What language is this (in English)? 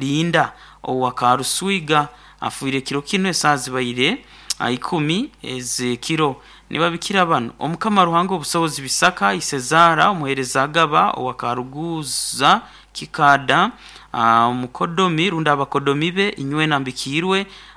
Nyankole